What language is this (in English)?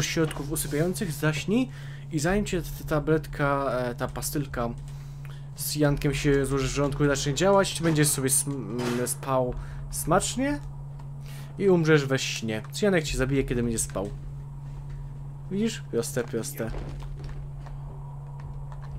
Polish